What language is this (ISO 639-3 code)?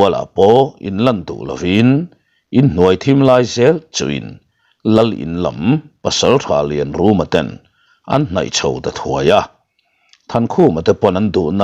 lus